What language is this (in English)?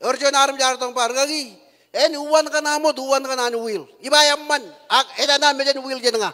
Marshallese